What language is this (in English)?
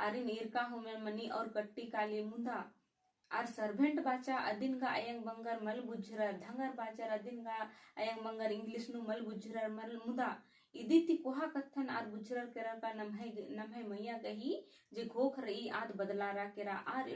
Kurukh